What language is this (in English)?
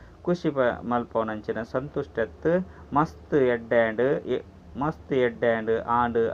Tulu